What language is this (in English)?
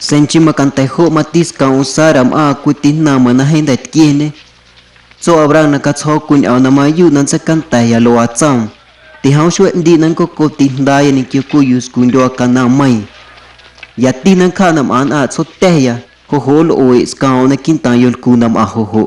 Guerrero Amuzgo